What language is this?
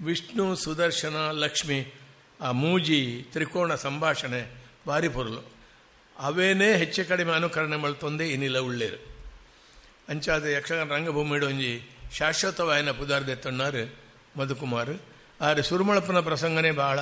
Tulu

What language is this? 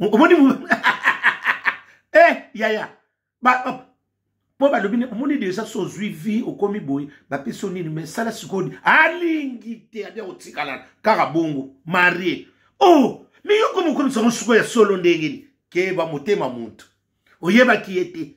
Lingala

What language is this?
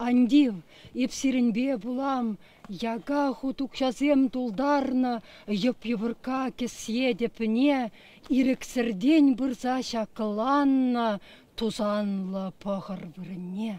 Chuvash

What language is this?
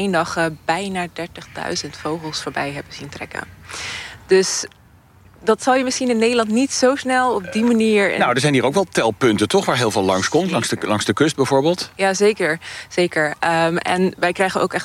Dutch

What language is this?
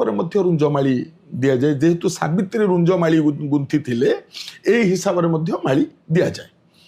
Odia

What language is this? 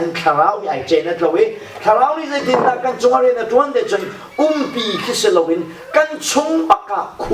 Hakha Chin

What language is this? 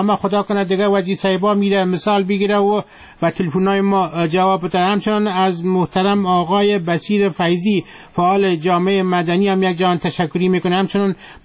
Persian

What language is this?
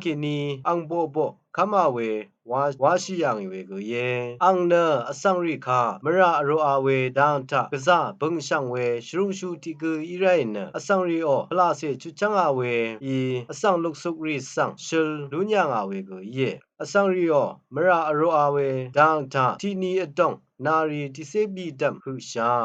Rawang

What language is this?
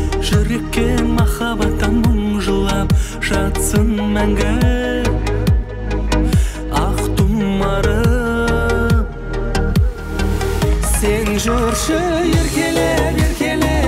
Kazakh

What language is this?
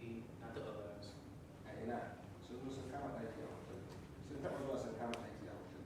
Hausa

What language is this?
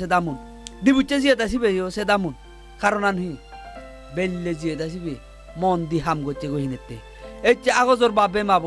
Chakma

